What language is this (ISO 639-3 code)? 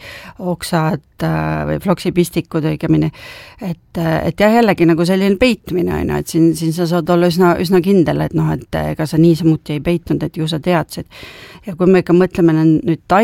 est